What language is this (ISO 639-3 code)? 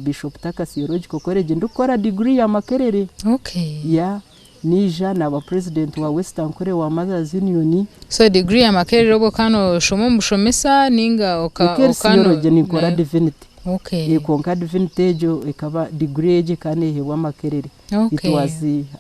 nyn